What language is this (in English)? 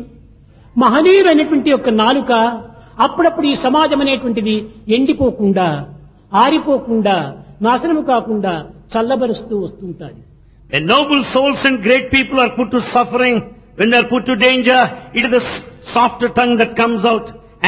Telugu